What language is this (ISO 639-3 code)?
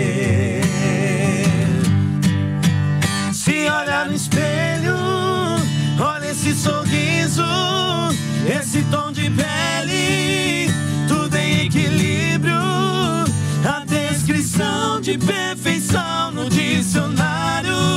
por